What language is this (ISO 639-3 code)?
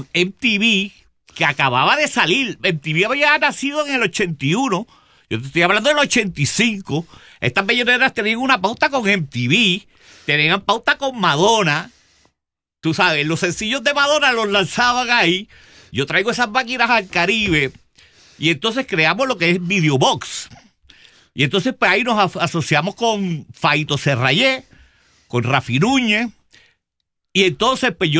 spa